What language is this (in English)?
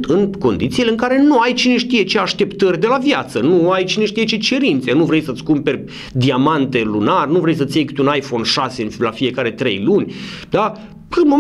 Romanian